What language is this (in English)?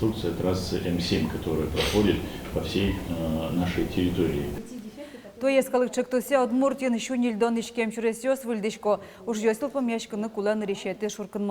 Udmurt